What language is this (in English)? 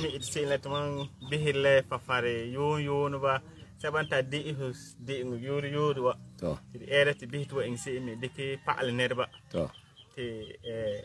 Frafra